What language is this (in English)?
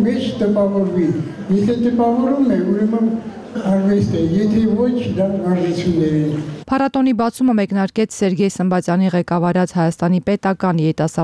Armenian